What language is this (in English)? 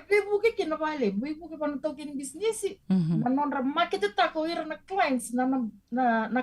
Fijian